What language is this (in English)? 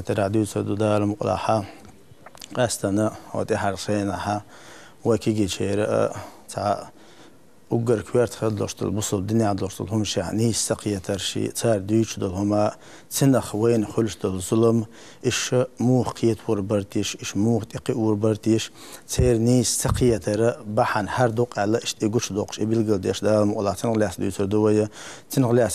Chechen